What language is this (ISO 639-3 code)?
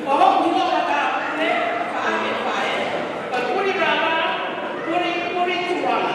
ton